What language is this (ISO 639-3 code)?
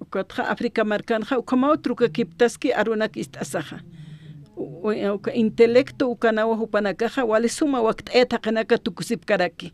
aym